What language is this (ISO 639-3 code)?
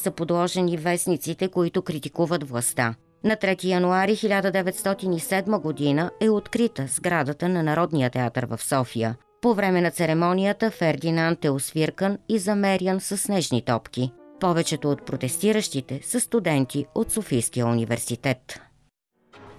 bul